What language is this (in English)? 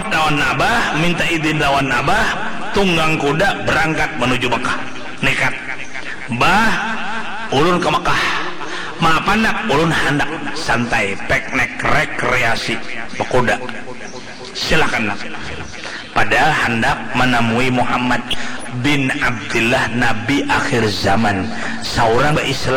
Banjar